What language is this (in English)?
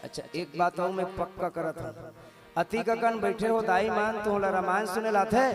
Chhattisgarhi